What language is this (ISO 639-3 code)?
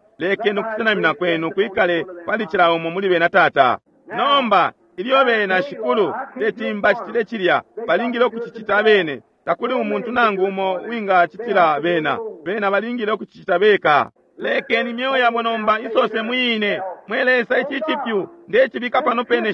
bem